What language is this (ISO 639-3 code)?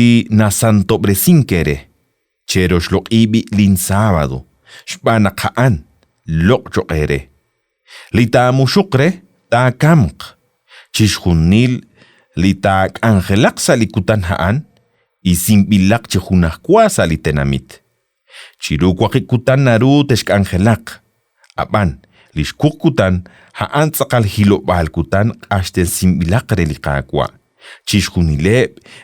kek